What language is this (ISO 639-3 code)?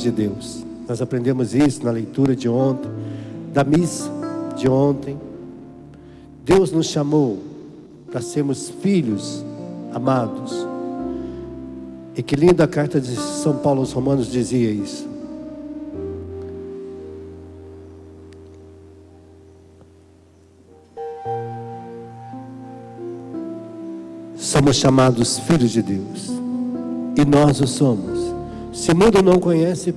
por